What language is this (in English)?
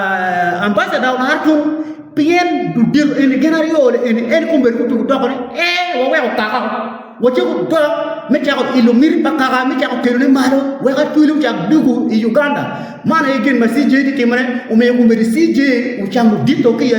Acoli